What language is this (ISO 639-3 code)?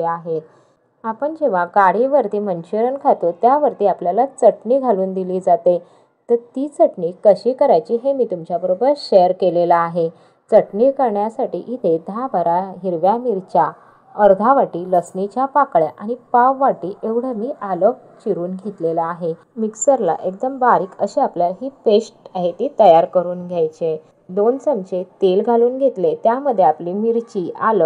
mar